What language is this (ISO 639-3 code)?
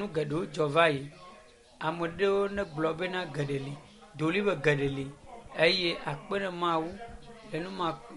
ewe